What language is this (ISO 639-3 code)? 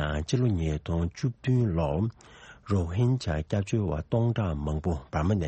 bod